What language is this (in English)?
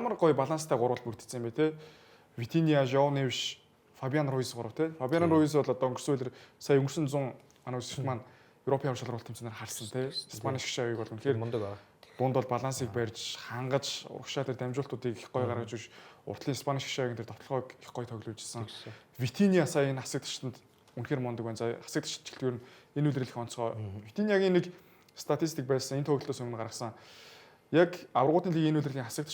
Mongolian